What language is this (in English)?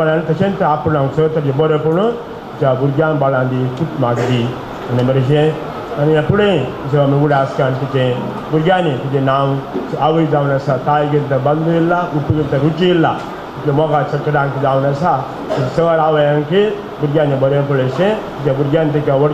Konkani